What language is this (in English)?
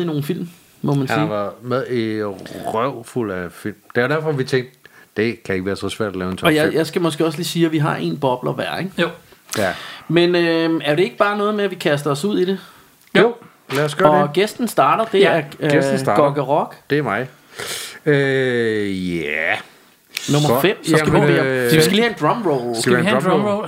Danish